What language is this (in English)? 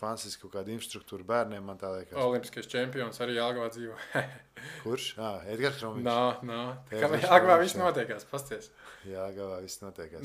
Latvian